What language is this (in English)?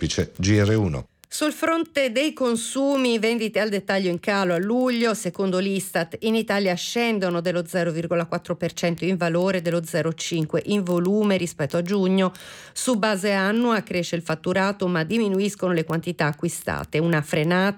Italian